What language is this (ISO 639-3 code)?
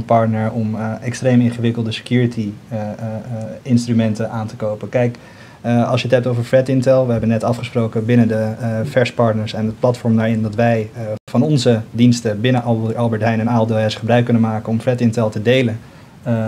nld